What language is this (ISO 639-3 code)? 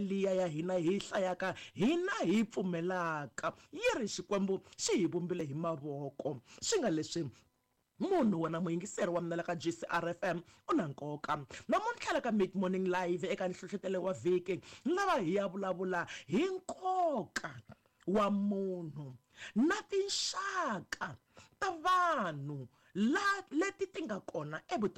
tso